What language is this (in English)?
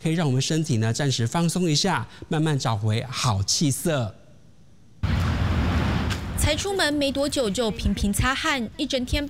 Chinese